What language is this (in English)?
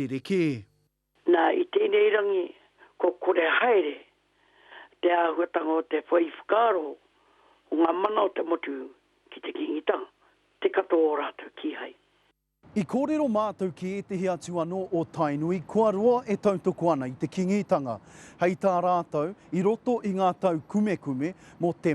Māori